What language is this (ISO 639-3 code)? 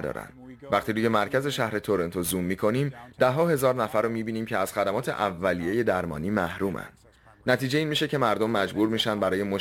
fas